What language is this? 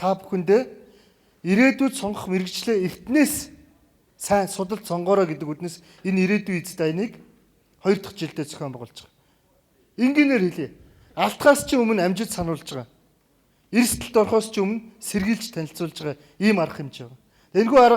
Mongolian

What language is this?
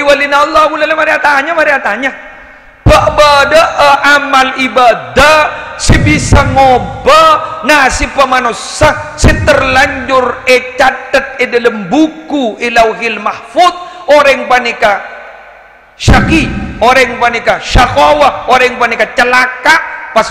Madurese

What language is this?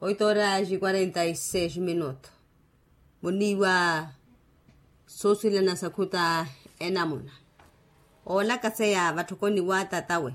Makhuwa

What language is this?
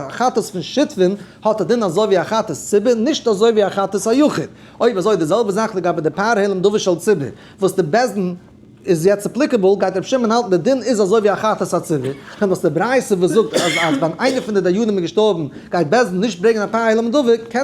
Yiddish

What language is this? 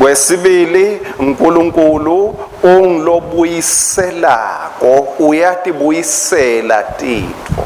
Swati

